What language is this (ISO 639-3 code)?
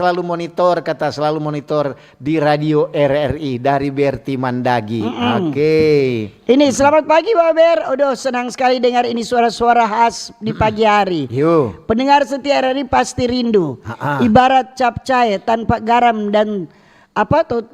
xmm